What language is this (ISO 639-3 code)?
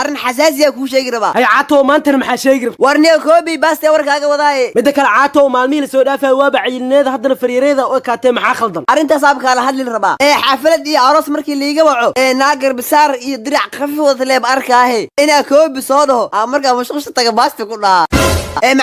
som